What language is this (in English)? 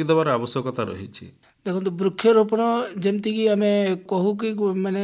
Odia